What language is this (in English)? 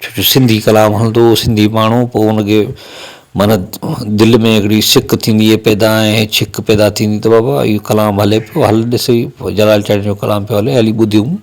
Sindhi